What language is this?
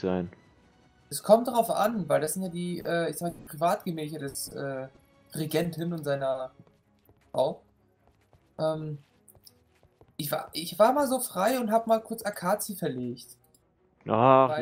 German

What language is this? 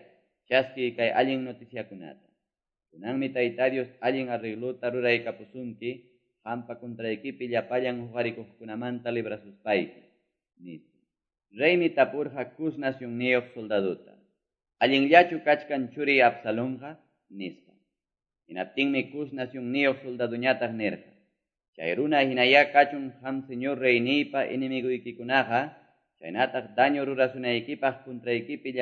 Quechua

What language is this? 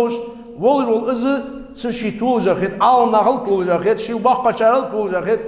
Ingush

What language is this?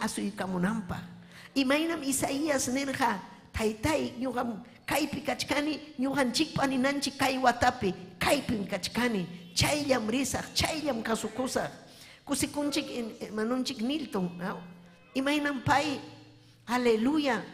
Ayacucho Quechua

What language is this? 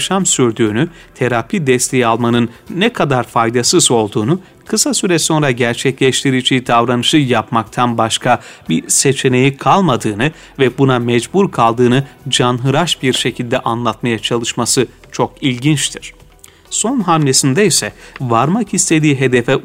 Turkish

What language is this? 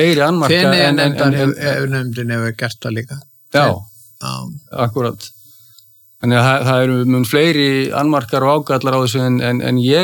Icelandic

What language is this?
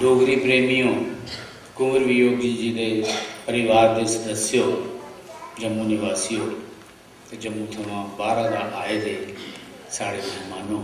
Dogri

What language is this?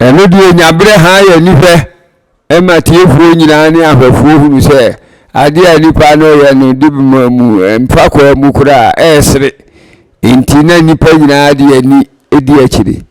Akan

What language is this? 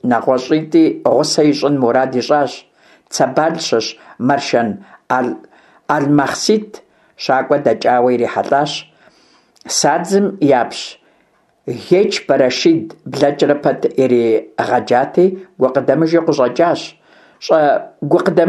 Kabardian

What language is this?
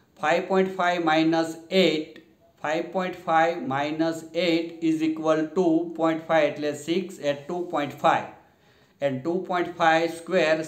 Gujarati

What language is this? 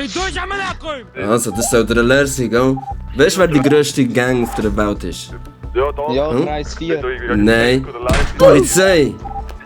Swiss German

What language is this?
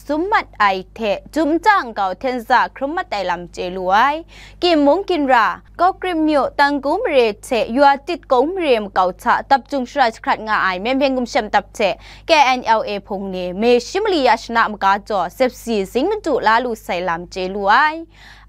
Kachin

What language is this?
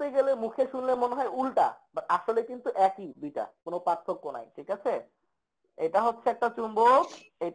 Bangla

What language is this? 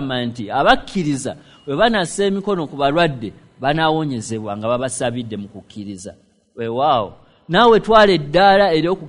Ganda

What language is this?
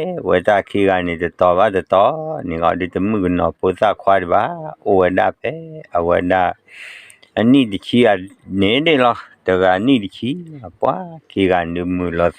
S'gaw Karen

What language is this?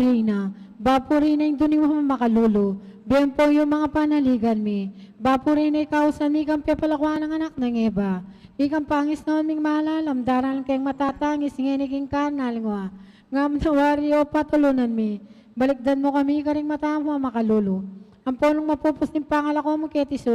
Pampanga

